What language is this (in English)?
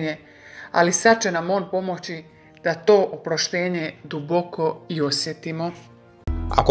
Croatian